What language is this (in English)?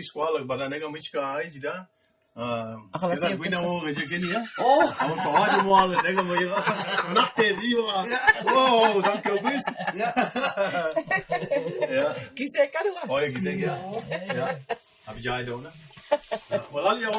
Mi'kmaw